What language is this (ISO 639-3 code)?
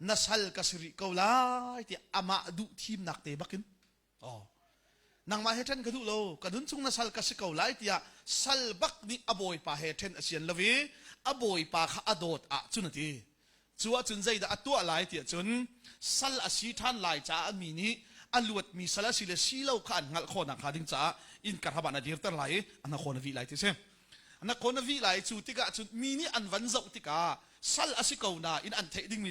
cnh